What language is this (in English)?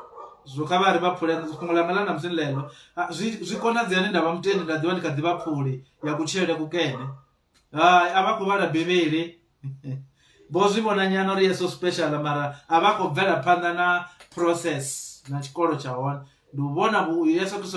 Venda